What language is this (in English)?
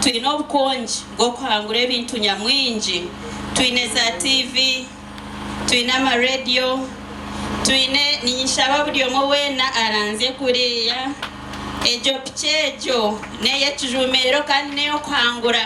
Nyankole